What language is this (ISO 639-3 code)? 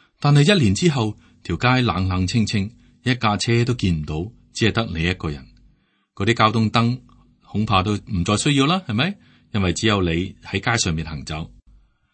yue